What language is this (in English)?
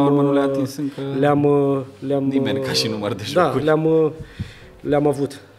Romanian